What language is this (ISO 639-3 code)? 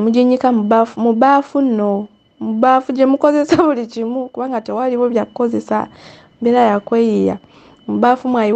lug